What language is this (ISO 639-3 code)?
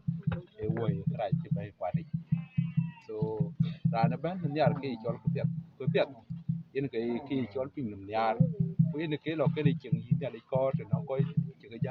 din